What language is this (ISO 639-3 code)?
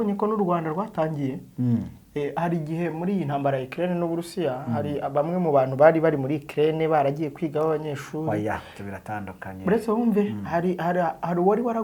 kin